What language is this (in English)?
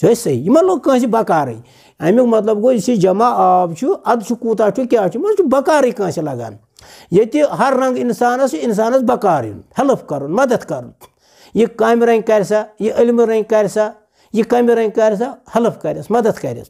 Kashmiri